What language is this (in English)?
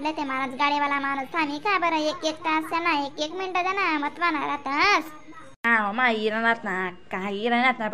Khandesi